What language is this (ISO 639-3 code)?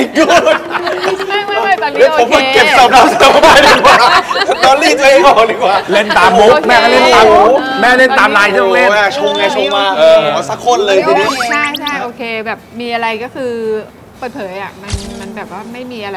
tha